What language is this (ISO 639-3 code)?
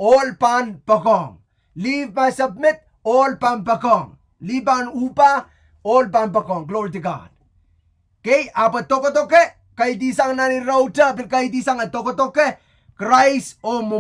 pon